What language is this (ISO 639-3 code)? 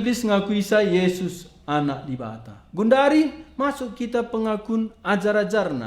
btx